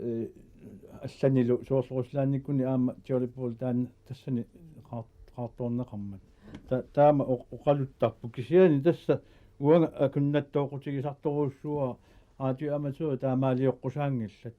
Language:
Kalaallisut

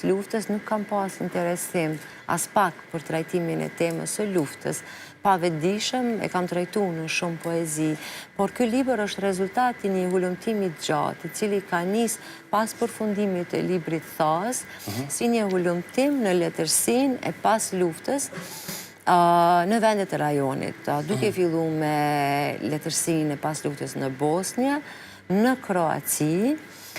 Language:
Albanian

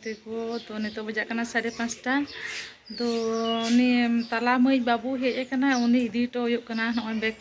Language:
Santali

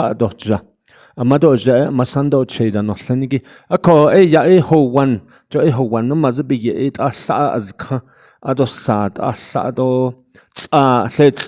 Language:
Navajo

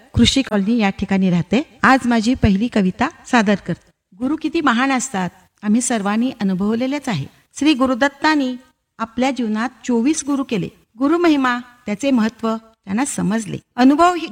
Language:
Marathi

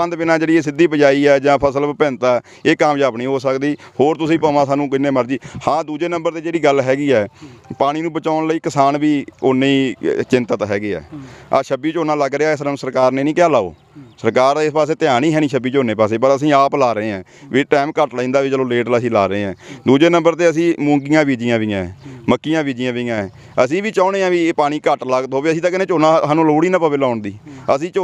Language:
Punjabi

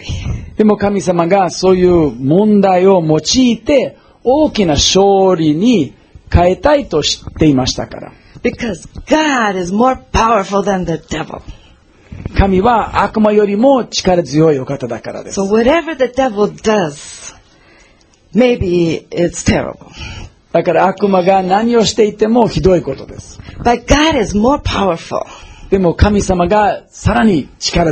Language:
Japanese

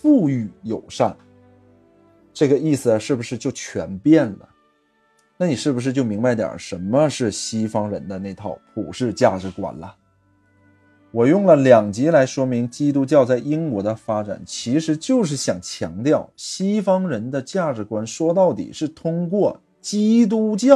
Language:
Chinese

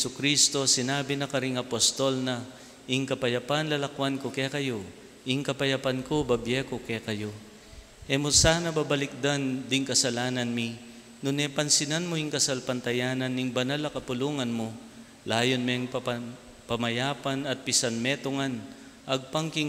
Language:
Pampanga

